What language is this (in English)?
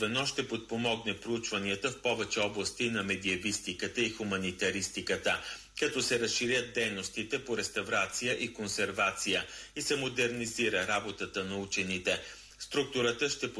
Bulgarian